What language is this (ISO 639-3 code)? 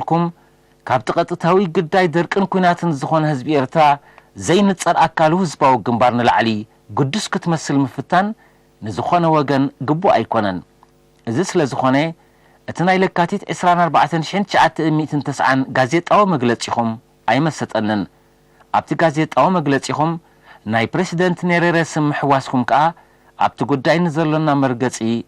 tir